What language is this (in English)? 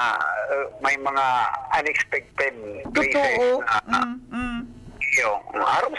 Bikol